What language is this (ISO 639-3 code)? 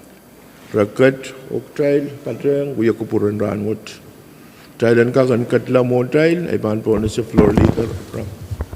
pon